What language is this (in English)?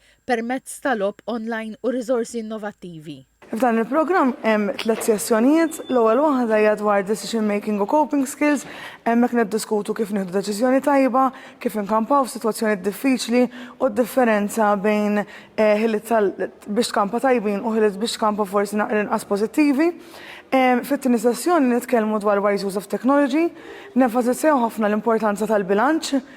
Maltese